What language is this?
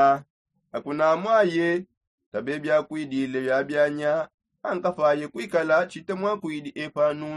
Songe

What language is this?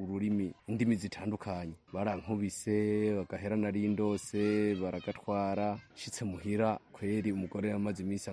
Kinyarwanda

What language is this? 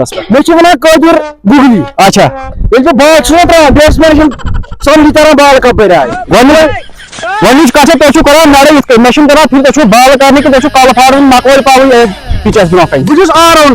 Kashmiri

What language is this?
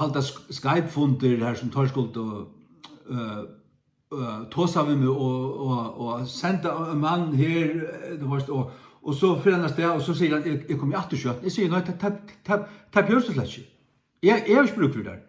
Faroese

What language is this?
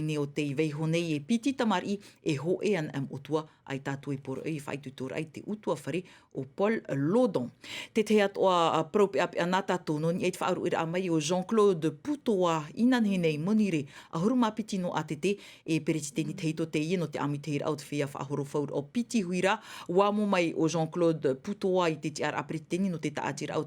Tahitian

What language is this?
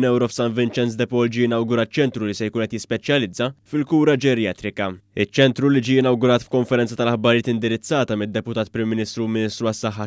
Maltese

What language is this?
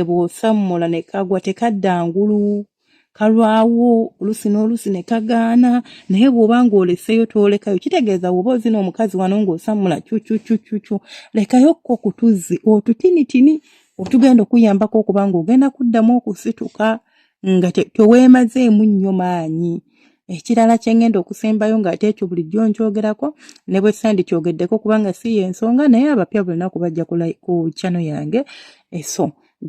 Ganda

